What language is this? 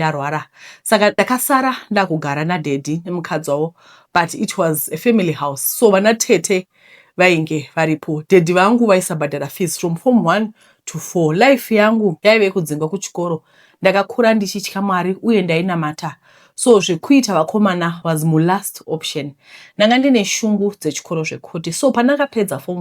Shona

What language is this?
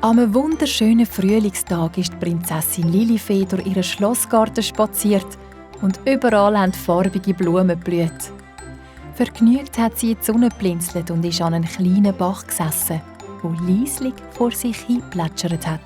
Swiss German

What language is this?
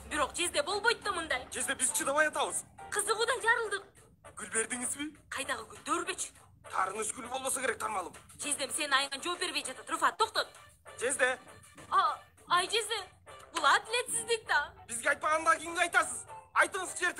Kyrgyz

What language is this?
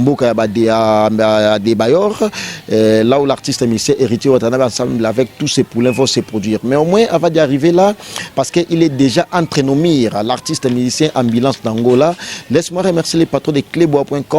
Lingala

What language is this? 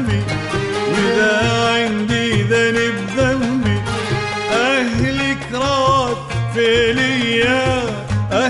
Mesopotamian Arabic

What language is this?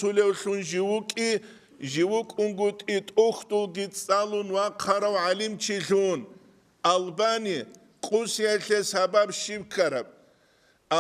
Avaric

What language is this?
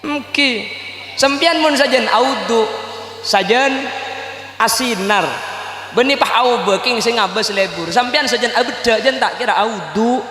Madurese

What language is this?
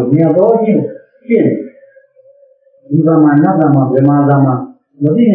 Burmese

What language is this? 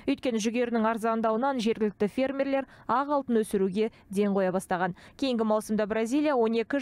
Kazakh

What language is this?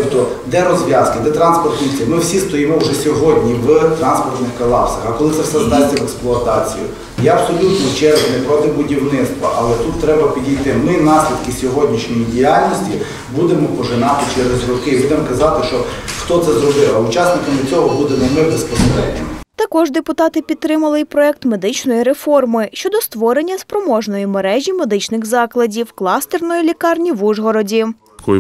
Ukrainian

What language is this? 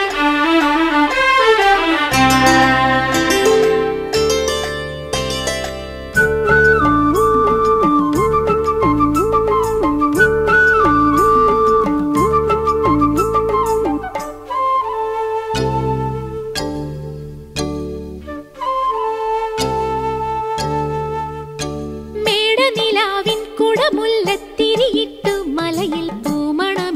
Malayalam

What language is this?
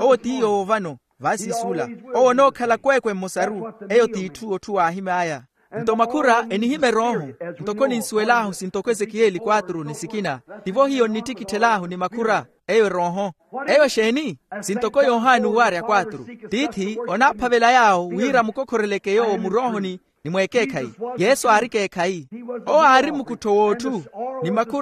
Makhuwa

